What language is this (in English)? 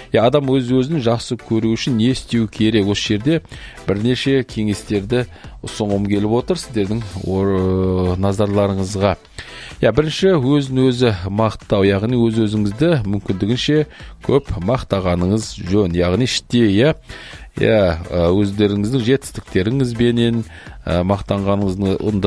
Kazakh